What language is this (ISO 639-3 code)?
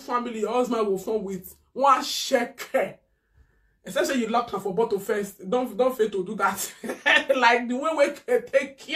pcm